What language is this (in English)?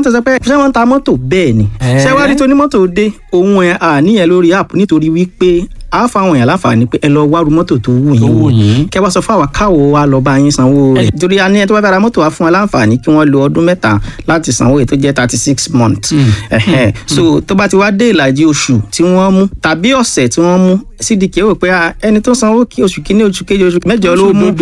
Yoruba